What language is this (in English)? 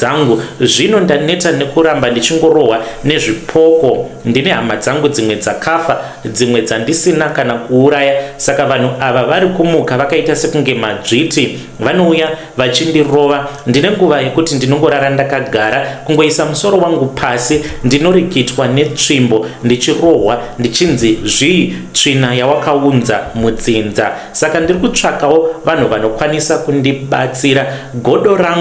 Shona